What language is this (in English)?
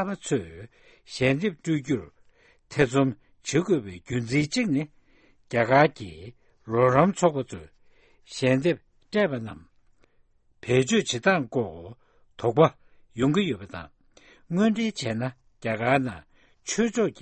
Tibetan